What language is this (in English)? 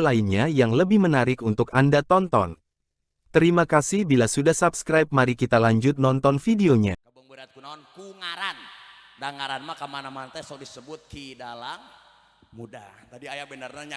Sundanese